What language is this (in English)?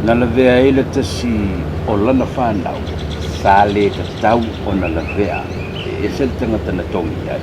Samoan